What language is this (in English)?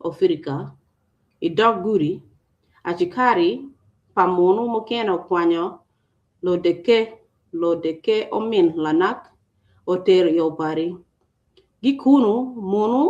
Acoli